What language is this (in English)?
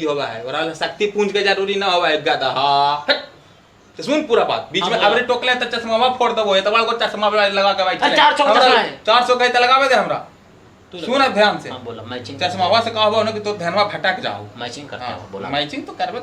Magahi